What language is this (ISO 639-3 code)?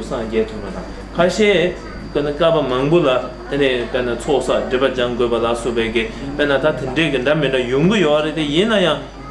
bod